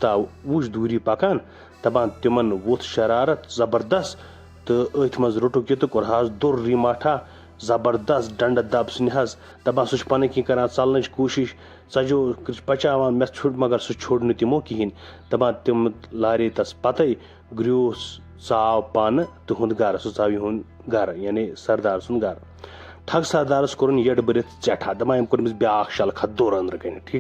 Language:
Kashmiri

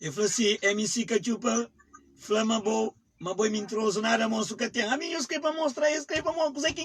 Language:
Kabuverdianu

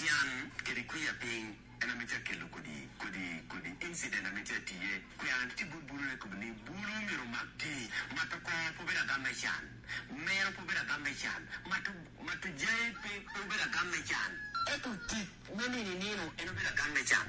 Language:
Lango (Uganda)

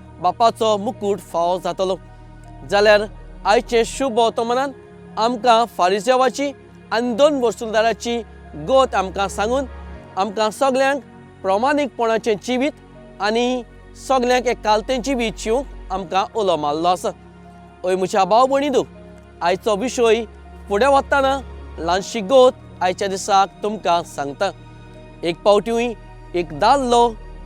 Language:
Konkani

